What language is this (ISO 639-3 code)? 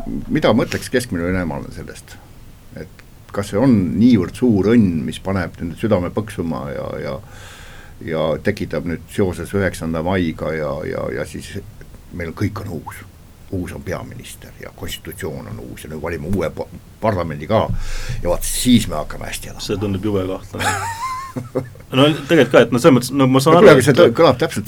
est